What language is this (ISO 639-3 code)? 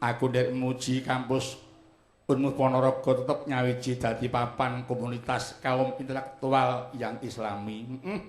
jav